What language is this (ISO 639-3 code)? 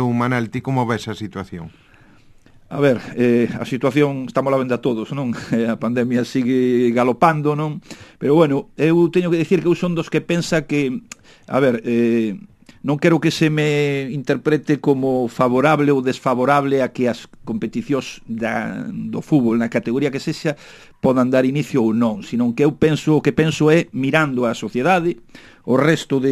glg